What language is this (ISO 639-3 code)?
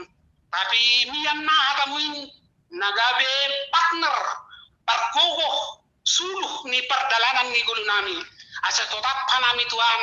bts